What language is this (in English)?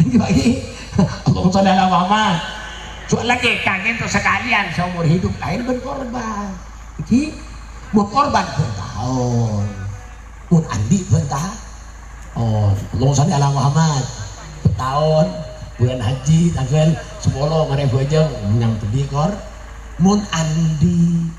Madurese